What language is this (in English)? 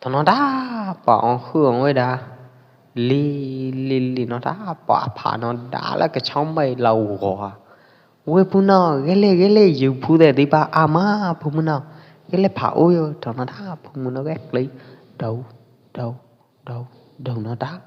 Pwo Eastern Karen